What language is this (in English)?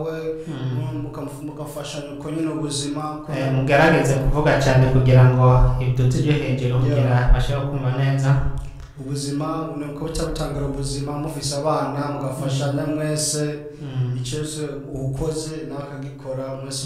Rundi